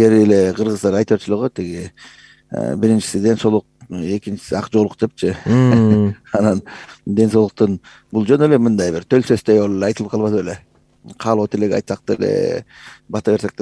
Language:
Kyrgyz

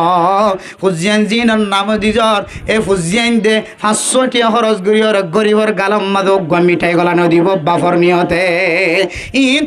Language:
Rohingya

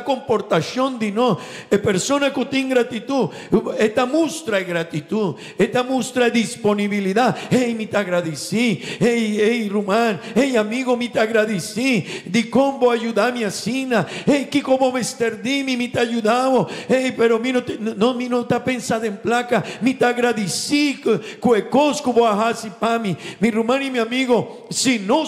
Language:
Papiamento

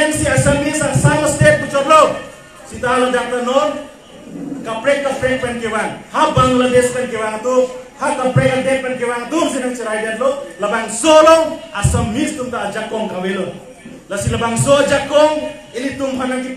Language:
Karbi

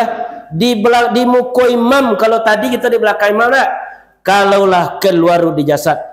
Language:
Minangkabau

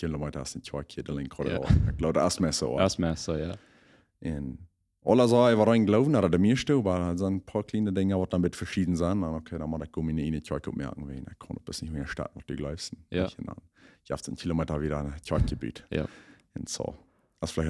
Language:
Plautdietsch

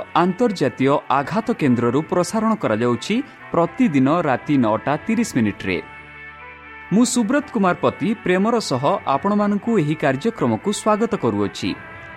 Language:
Odia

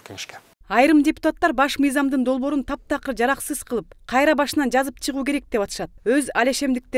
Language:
Kyrgyz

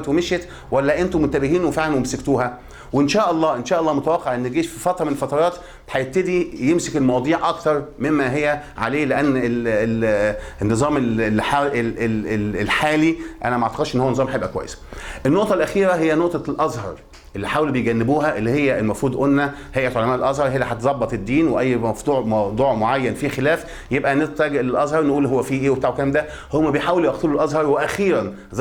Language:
Egyptian Arabic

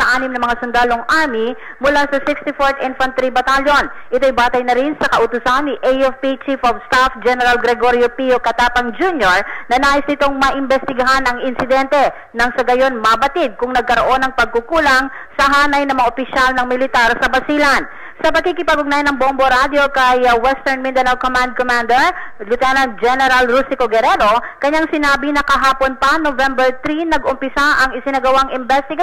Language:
Filipino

